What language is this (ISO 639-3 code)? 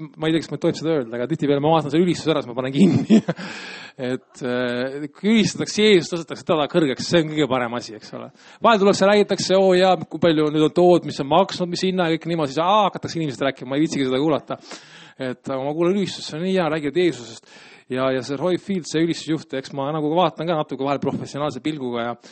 est